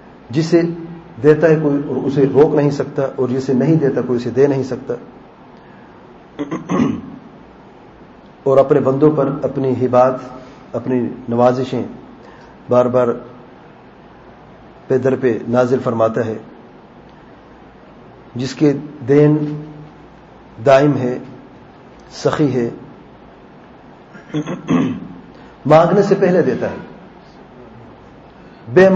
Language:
Urdu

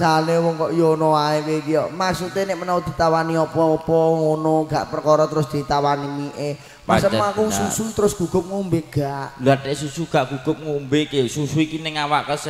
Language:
Javanese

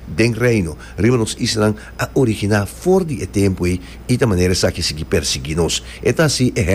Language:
Papiamento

